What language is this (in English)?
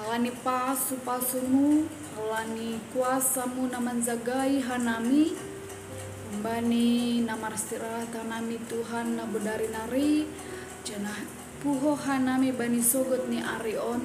Batak Simalungun